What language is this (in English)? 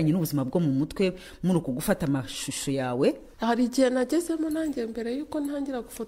Kinyarwanda